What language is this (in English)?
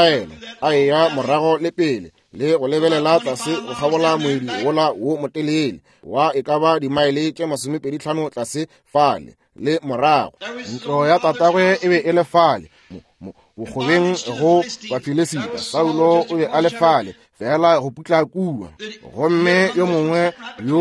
Northern Sotho